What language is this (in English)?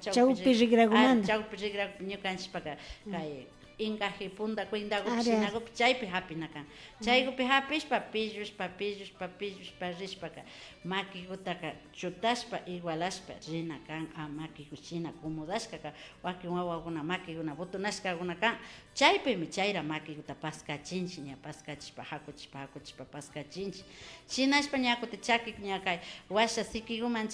Imbabura Highland Quichua